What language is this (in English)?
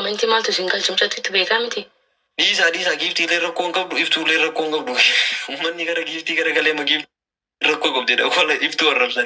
Oromo